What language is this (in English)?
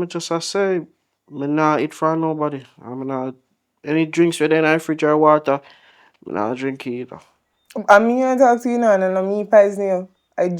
Jamaican Creole English